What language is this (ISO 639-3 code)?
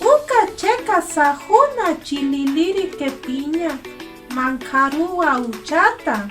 aym